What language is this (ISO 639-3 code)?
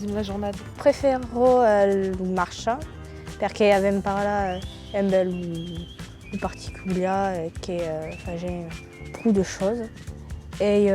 oci